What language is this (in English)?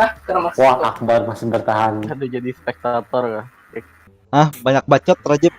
Banjar